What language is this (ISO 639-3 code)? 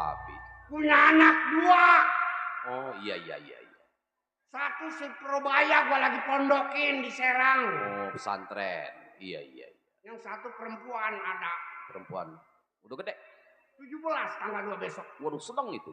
bew